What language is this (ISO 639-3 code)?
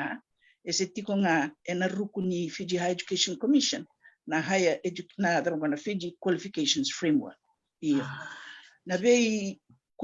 fij